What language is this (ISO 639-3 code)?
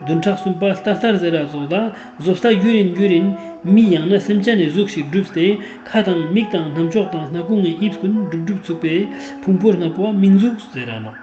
lbj